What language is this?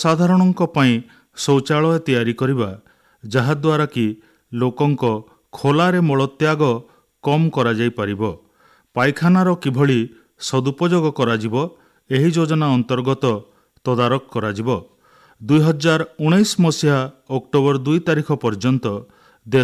Odia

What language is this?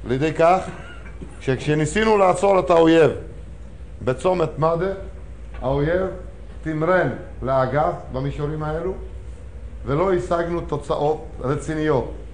Hebrew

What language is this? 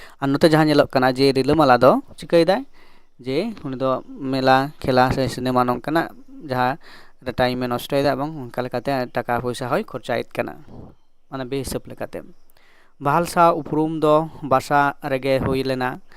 Santali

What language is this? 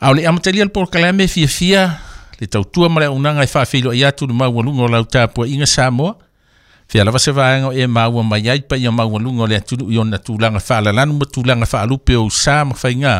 Samoan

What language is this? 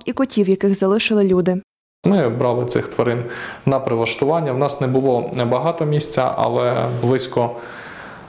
Ukrainian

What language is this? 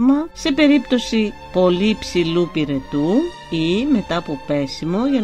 Greek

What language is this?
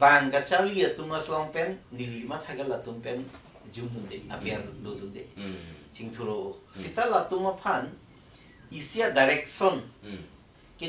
Karbi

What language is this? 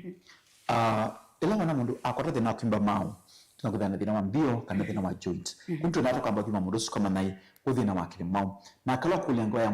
Kamba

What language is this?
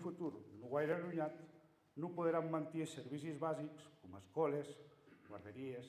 Occitan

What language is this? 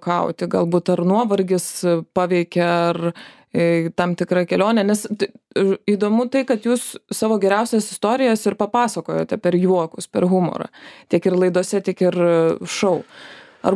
Lithuanian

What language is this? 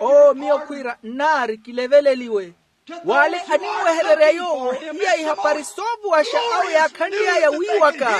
Makhuwa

